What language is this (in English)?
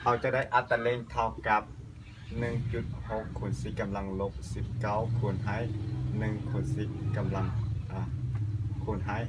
Lao